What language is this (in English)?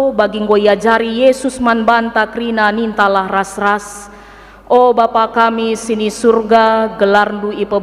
Batak Karo